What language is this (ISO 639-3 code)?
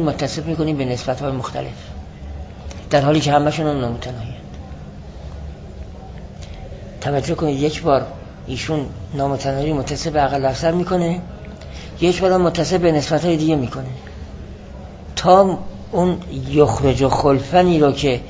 fas